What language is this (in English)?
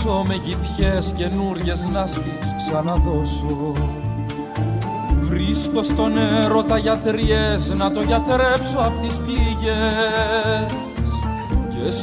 Greek